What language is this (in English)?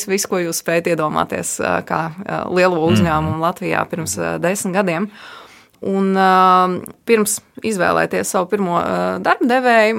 Latvian